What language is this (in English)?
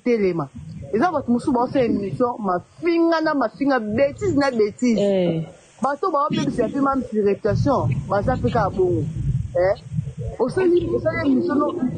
Lingala